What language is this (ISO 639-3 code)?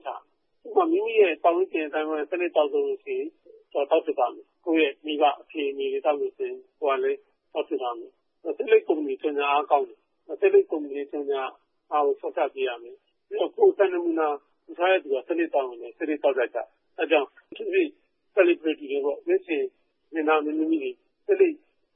mya